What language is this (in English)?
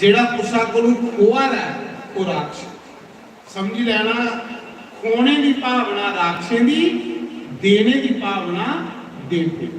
Dogri